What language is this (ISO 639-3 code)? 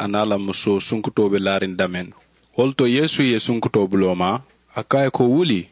man